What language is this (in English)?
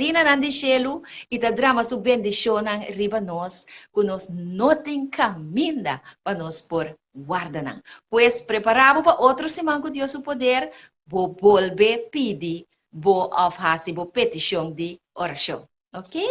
Papiamento